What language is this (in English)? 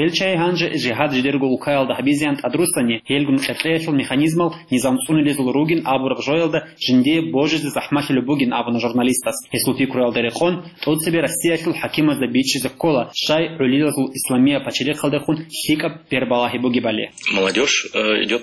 Avaric